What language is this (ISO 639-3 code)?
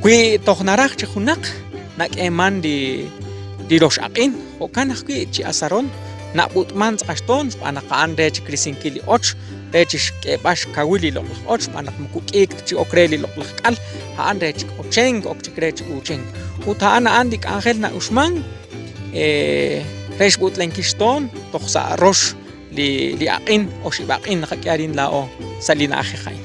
kek